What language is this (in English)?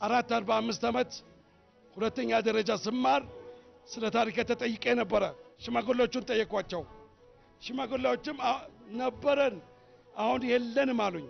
Amharic